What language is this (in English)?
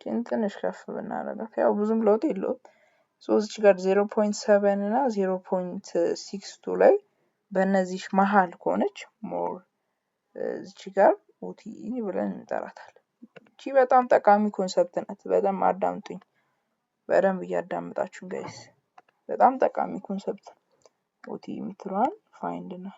Amharic